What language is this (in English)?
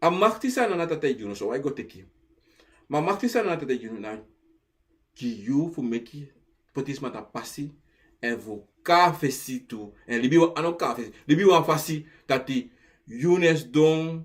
Sranan Tongo